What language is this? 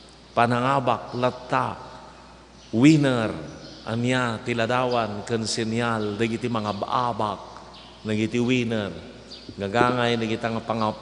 Iloko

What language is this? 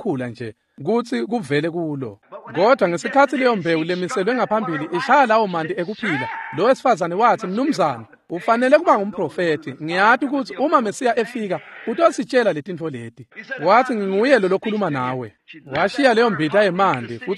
Swati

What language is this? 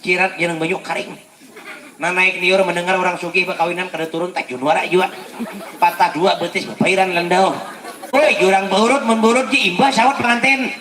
Banjar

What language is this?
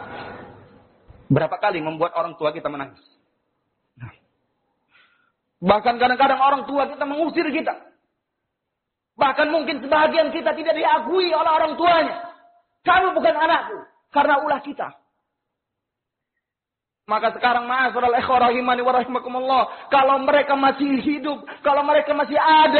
Indonesian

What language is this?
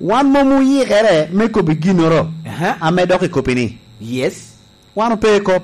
Lango (Uganda)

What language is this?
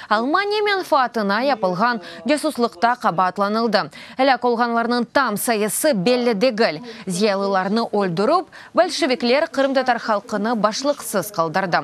Crimean Tatar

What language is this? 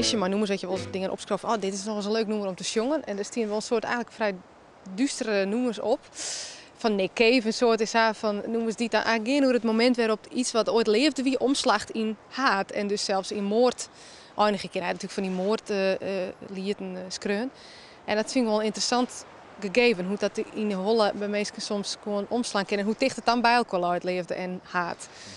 Western Frisian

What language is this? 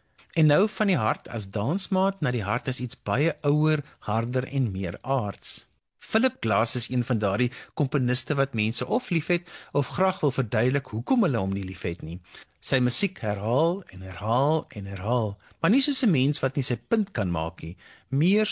Afrikaans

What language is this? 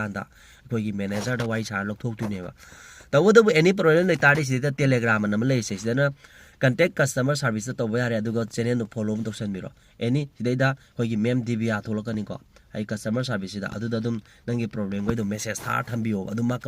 Manipuri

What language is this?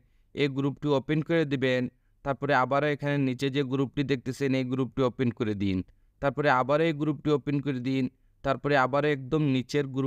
Bangla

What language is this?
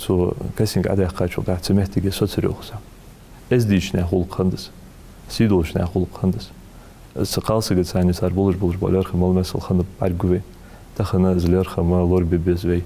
Ingush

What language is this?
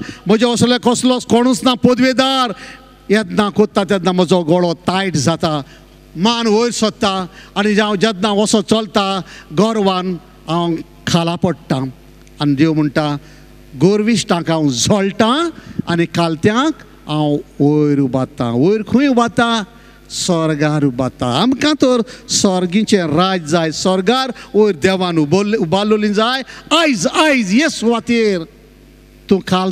Konkani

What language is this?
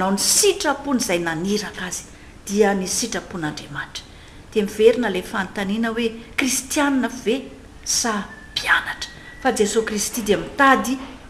Malagasy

